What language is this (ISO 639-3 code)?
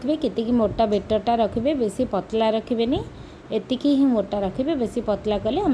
ori